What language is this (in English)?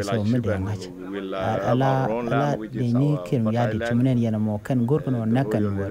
Nuer